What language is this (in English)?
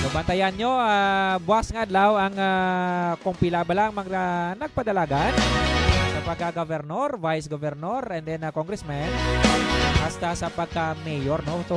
Hiligaynon